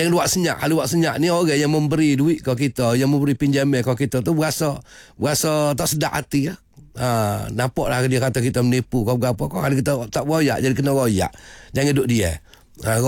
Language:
Malay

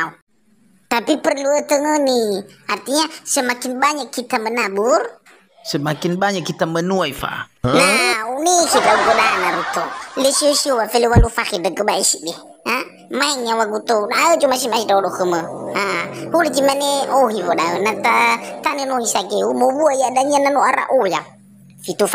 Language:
Nias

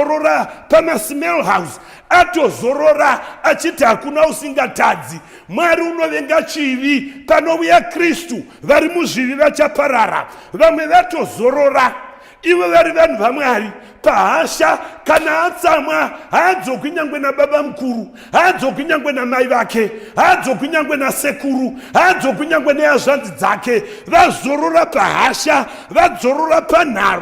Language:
Shona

